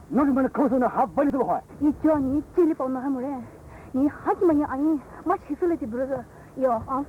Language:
Poumei Naga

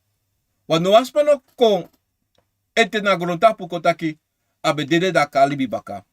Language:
Sranan Tongo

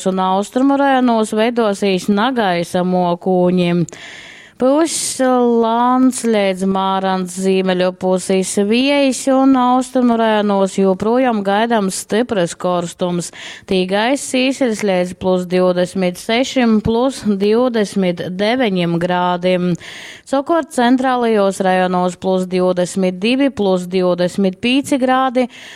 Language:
Latgalian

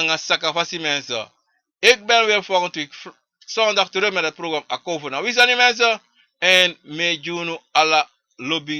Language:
Sranan Tongo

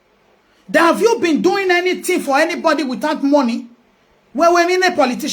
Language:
Nigerian Pidgin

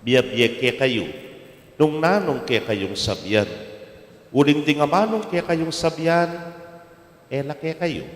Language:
Pampanga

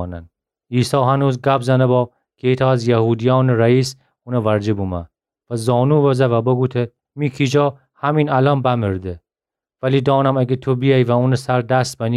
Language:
Gilaki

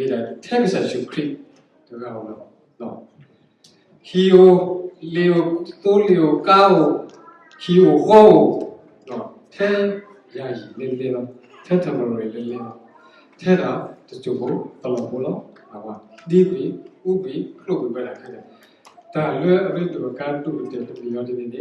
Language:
S'gaw Karen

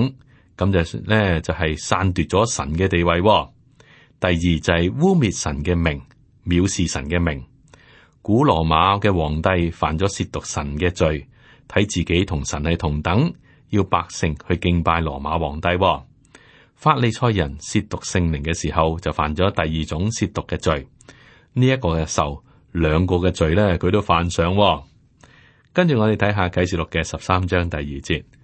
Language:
Cantonese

